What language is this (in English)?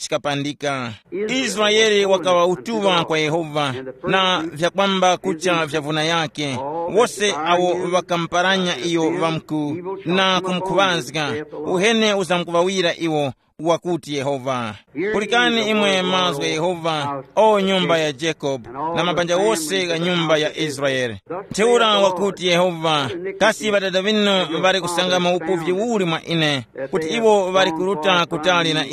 Tumbuka